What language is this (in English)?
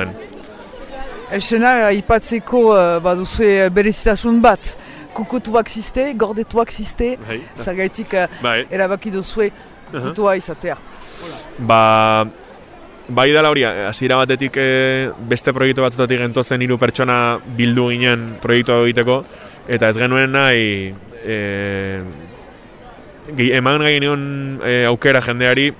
Basque